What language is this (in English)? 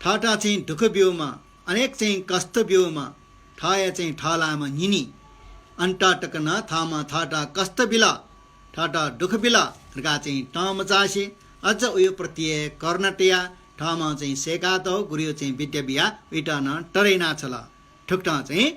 Newari